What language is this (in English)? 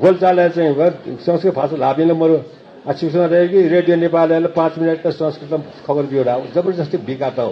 Newari